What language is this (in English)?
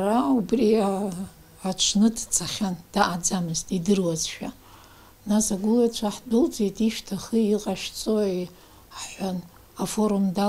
Abkhazian